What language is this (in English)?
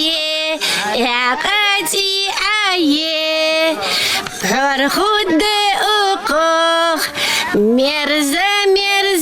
Ingush